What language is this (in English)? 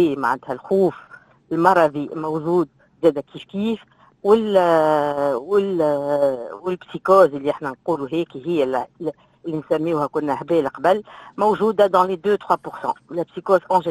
Tunisian Arabic